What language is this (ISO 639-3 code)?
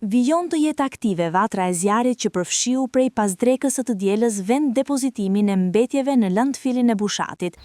sqi